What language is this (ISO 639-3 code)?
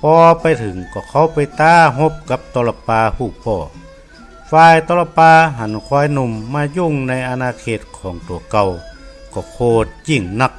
nod